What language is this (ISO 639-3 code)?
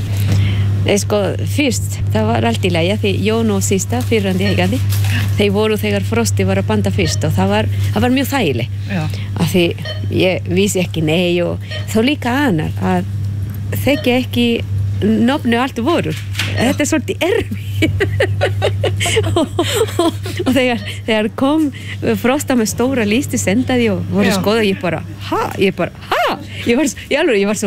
isl